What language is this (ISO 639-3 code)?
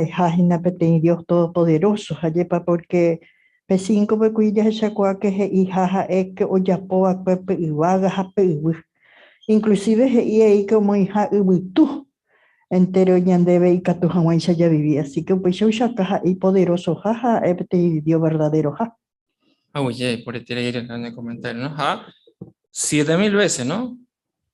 grn